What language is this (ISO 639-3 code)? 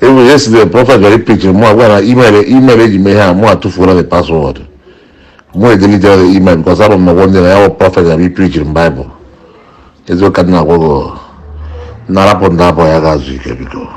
ibo